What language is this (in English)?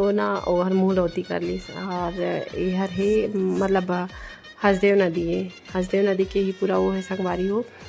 Chhattisgarhi